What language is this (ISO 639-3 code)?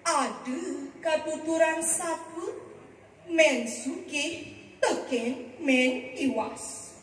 ban